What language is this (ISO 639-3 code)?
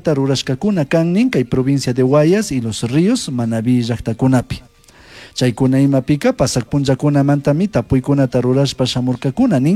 qug